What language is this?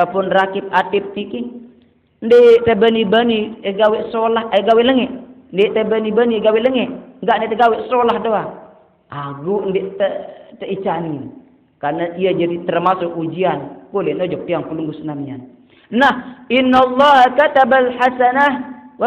Sasak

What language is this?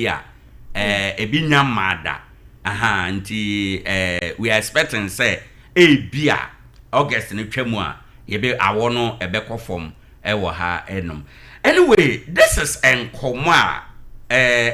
Akan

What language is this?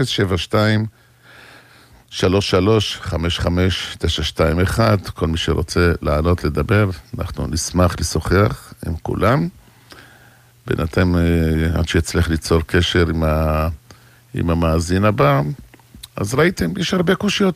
Hebrew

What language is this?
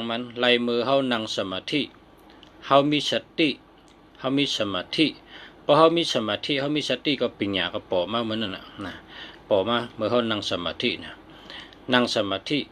Shan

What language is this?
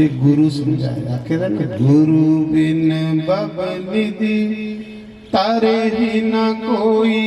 Dogri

